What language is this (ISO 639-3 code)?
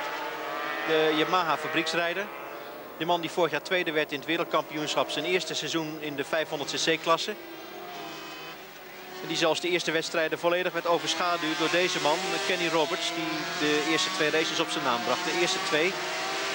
nld